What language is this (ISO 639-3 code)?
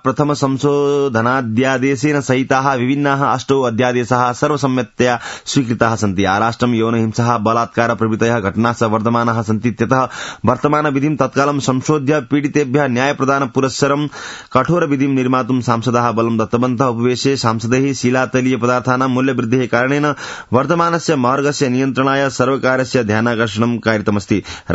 san